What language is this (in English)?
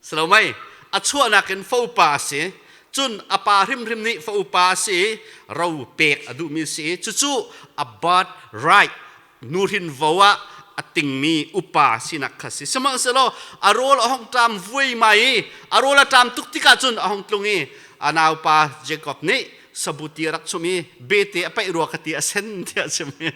Hakha Chin